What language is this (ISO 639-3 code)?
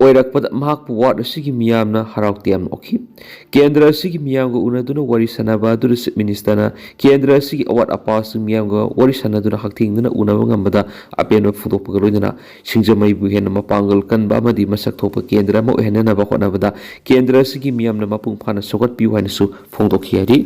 mni